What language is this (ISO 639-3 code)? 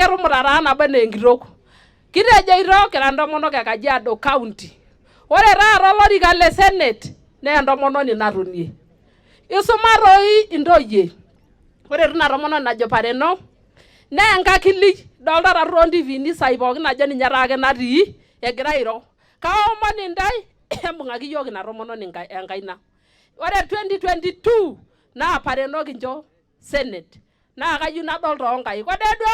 mas